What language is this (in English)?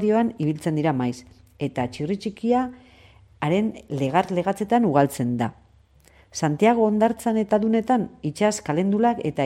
Basque